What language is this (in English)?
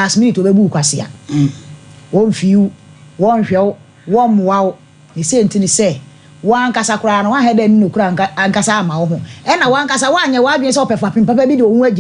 Akan